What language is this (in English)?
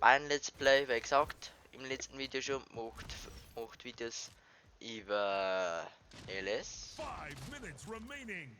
Bavarian